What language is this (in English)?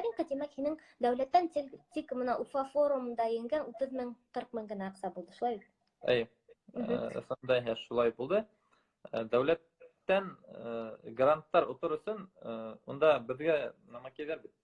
Bashkir